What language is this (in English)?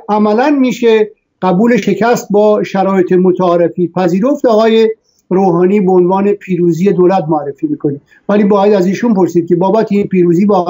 Persian